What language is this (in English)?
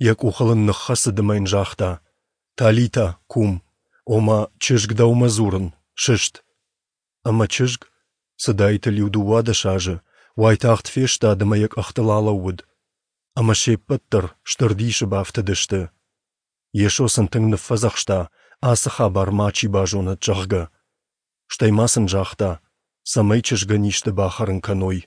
Ossetic